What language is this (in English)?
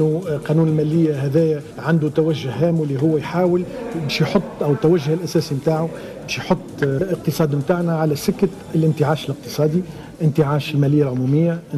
Tunisian Arabic